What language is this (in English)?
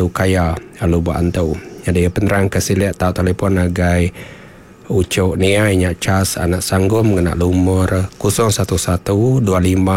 Iban